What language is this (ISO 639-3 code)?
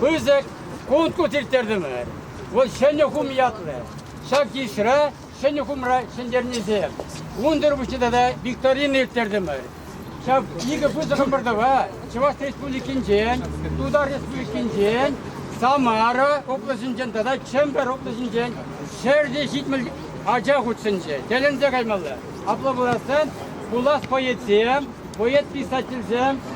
chv